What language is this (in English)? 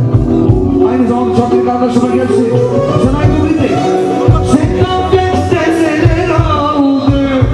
Turkish